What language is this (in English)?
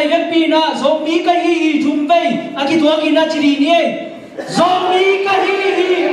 Tedim Chin